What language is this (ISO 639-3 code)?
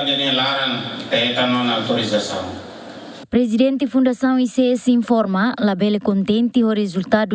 tet